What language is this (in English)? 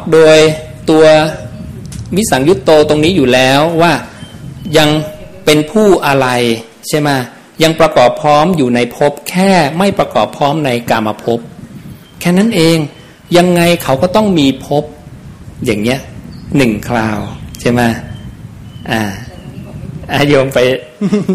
Thai